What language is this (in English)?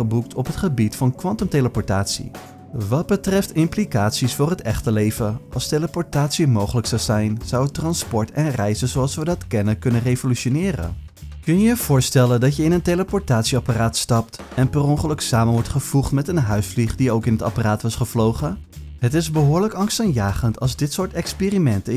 Dutch